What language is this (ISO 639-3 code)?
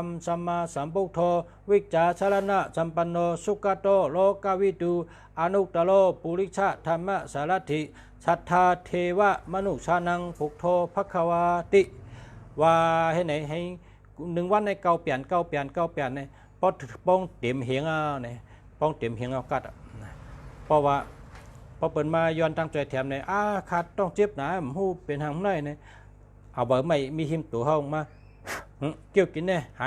shn